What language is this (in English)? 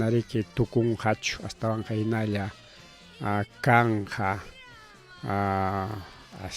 Ayacucho Quechua